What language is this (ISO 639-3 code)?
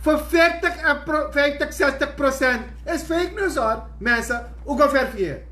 srn